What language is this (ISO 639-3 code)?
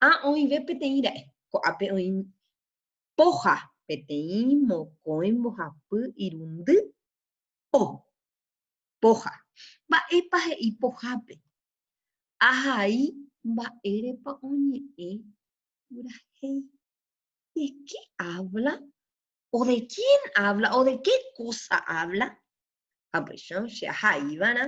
grn